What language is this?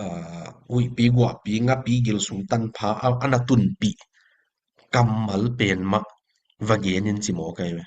Tedim Chin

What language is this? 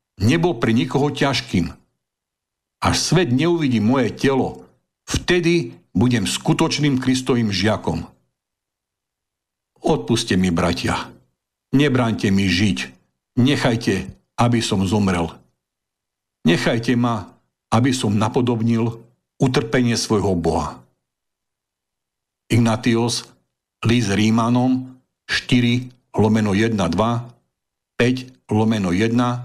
Slovak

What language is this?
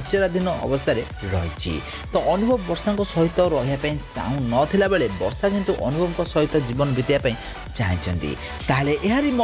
Odia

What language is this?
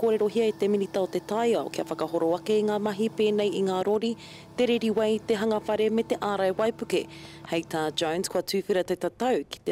Māori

